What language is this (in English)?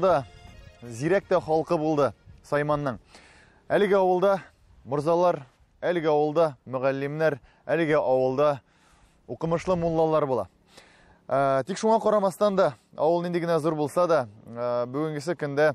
Tatar